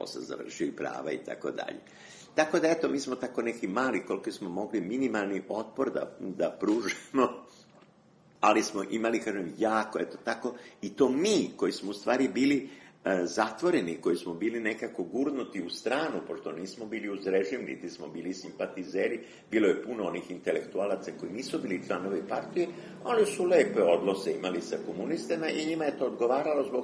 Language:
Serbian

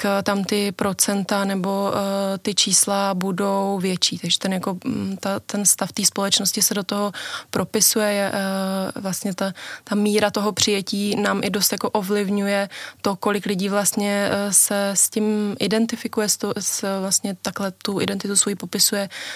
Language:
Czech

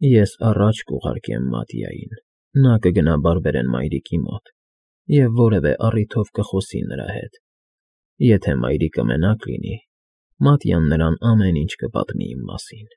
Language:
Armenian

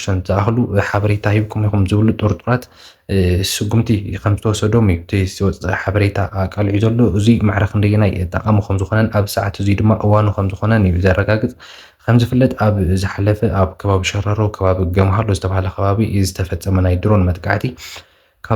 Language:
Tigrinya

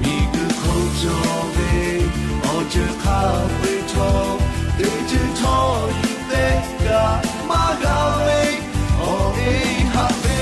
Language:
Lahu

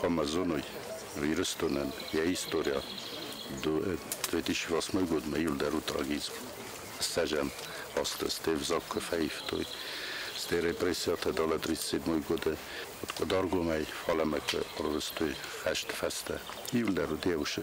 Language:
Ossetic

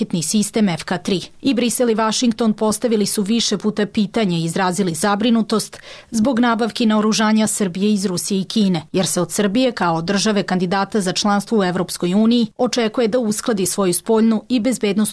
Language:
Serbian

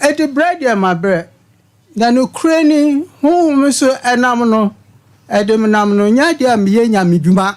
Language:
Akan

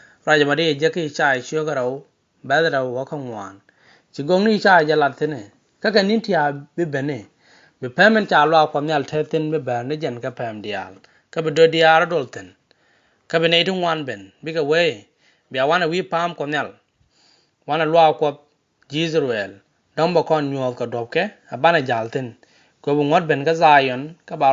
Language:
Nuer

